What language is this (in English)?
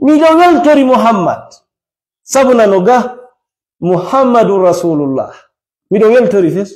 Fula